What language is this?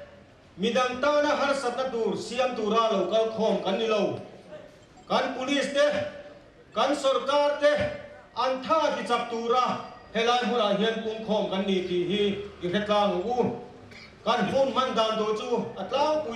Mizo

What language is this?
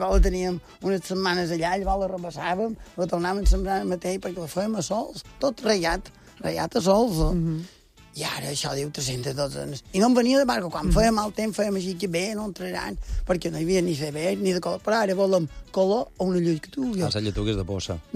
Catalan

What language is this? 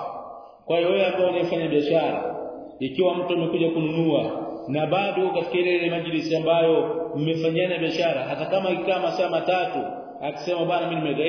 Swahili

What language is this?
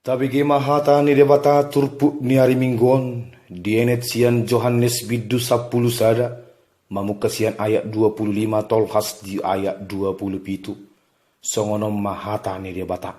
Batak Toba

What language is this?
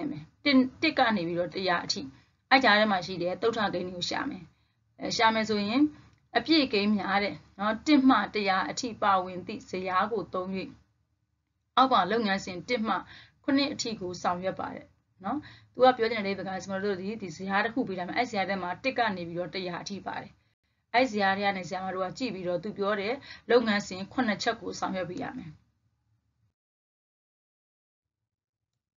Burmese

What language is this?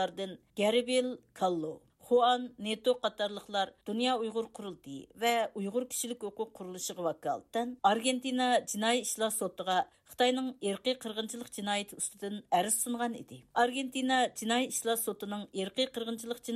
Uyghur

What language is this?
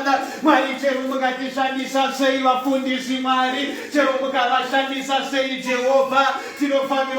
Shona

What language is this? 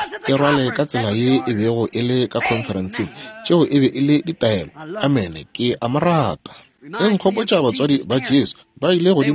Northern Sotho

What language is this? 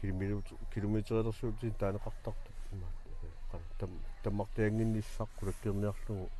Kalaallisut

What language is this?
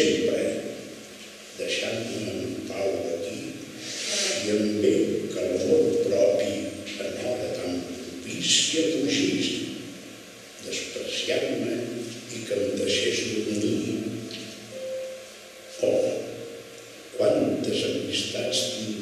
Catalan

